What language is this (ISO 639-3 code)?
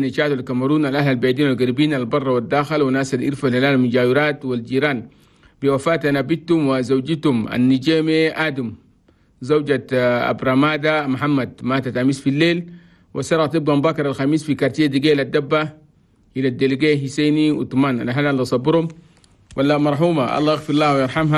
shu